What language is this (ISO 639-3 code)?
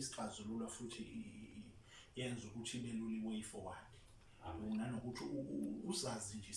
zul